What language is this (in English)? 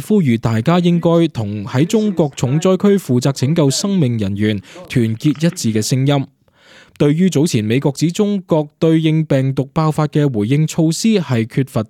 Cantonese